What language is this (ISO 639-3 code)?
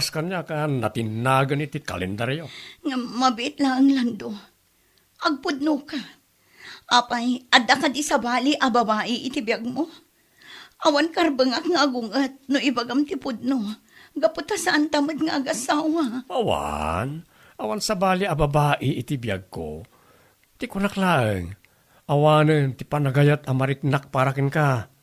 ilo